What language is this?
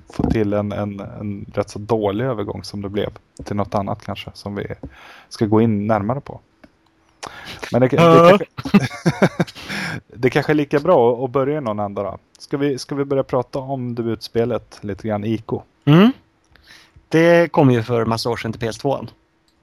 Swedish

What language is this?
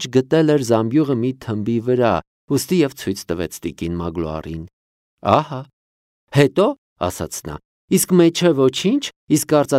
Armenian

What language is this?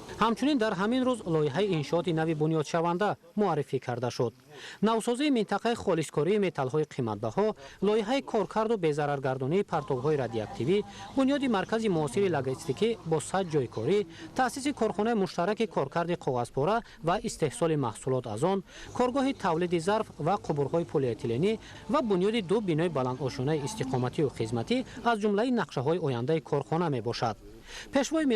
Tajik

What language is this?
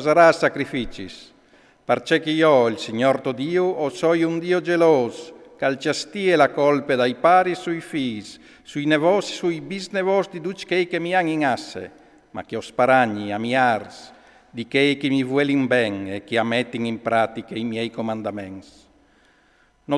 Friulian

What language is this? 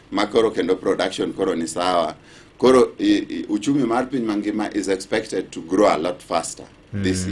Luo (Kenya and Tanzania)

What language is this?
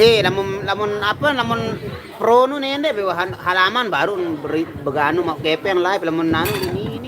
Sasak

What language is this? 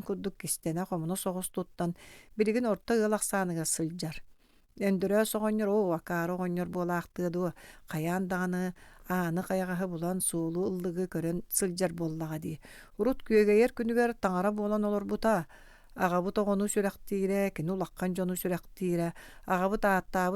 Yakut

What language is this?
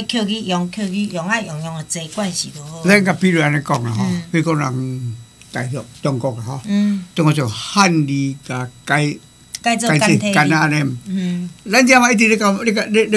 Min Nan Chinese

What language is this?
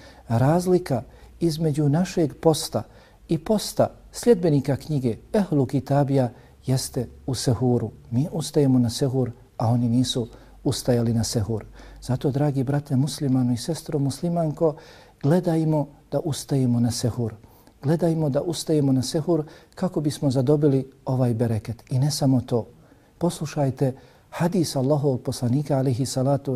Bosnian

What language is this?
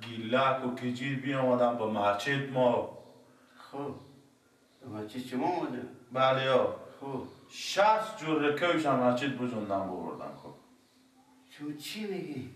Persian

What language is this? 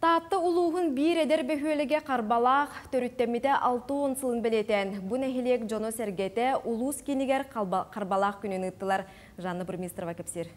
Yakut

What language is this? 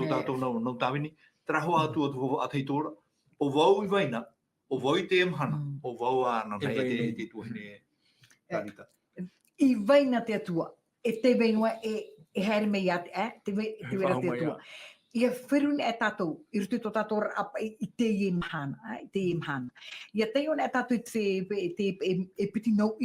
Tahitian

